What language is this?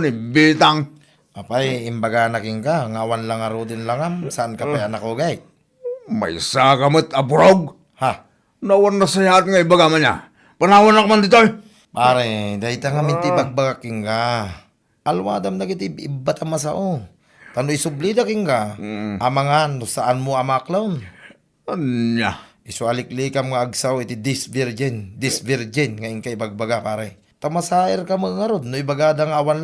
Iloko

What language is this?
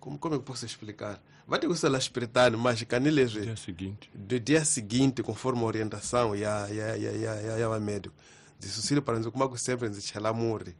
Tsonga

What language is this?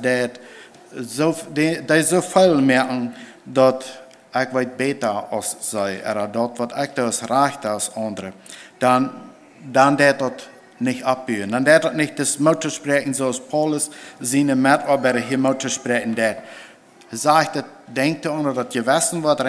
Plautdietsch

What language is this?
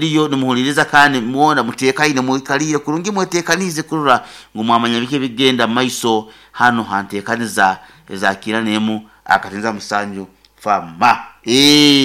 Nyoro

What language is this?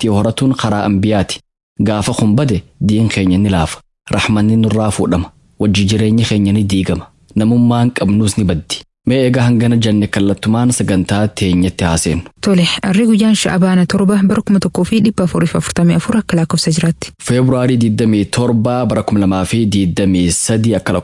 Somali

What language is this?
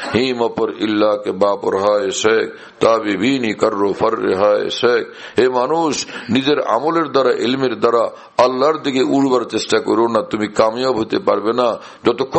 Bangla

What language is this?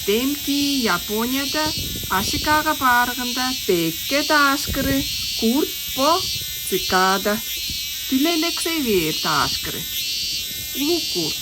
Tuvinian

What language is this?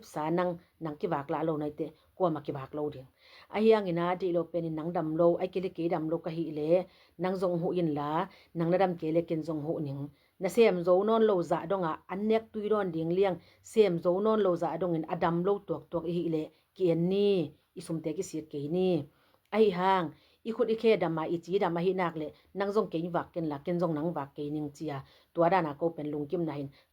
Tedim Chin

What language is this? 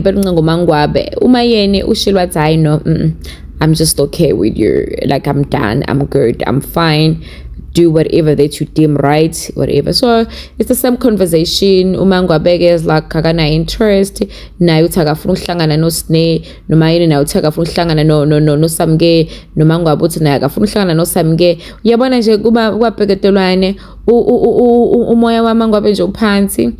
Zulu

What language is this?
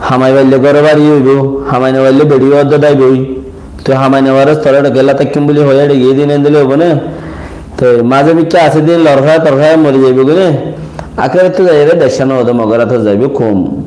Rohingya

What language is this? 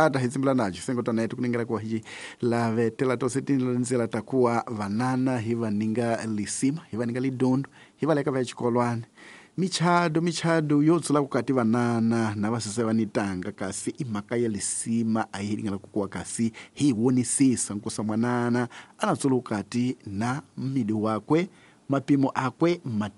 Tsonga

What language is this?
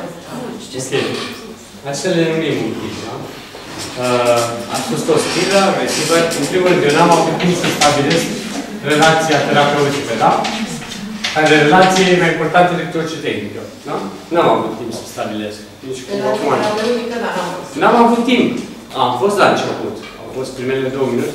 Romanian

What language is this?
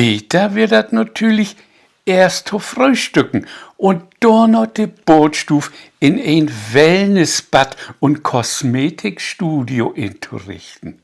Low German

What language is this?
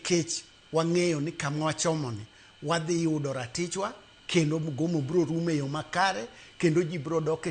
Luo (Kenya and Tanzania)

